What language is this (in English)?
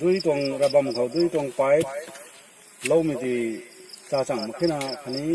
Rongmei Naga